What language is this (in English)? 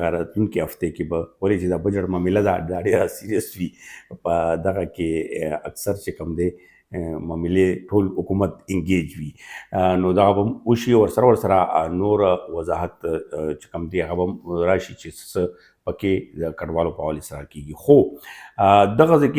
Pashto